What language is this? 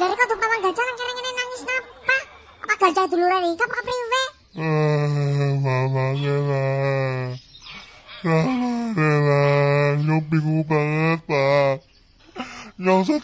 Javanese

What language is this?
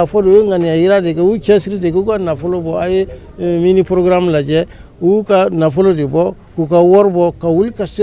Bambara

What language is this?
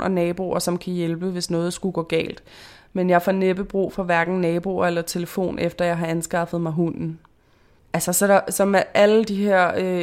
Danish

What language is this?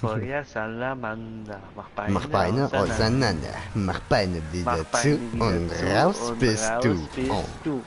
Swiss German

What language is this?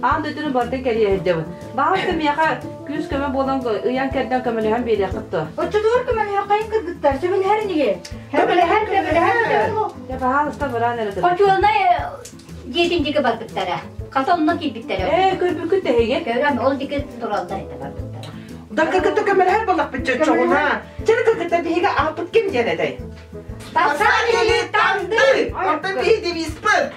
Yakut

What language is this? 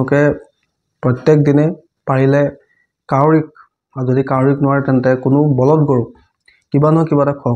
Assamese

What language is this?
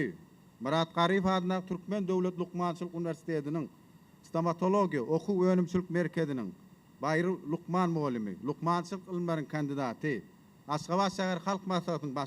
Turkmen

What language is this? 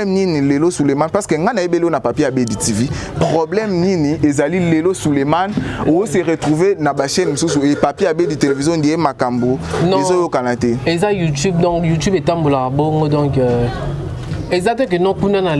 Lingala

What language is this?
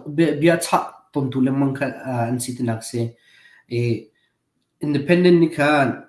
Hakha Chin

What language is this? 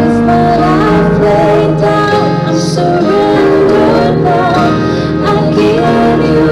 Tongan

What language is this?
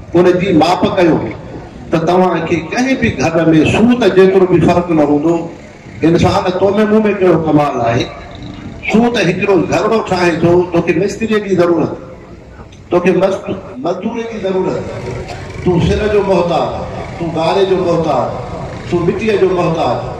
Sindhi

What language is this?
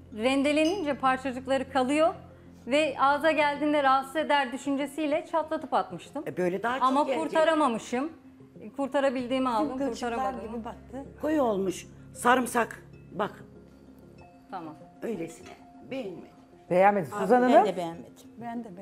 Turkish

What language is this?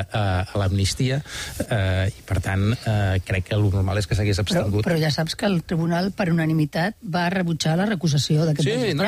Catalan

